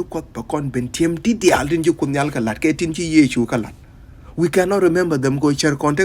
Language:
Nuer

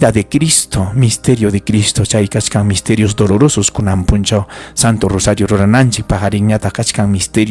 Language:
Ayacucho Quechua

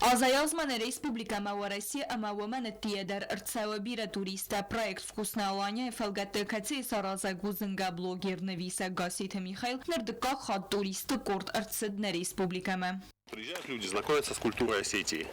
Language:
Ossetic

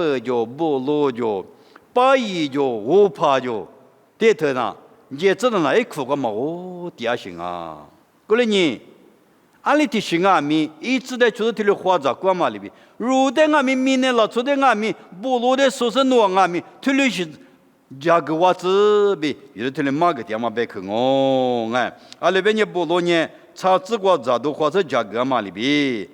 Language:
Lisu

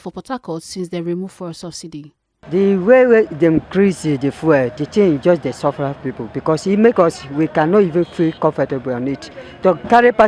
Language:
Nigerian Pidgin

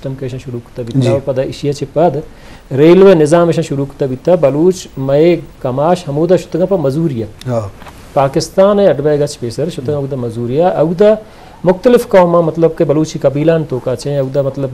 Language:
Eastern Balochi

